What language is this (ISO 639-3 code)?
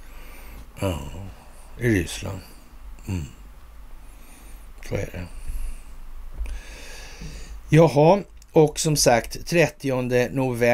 swe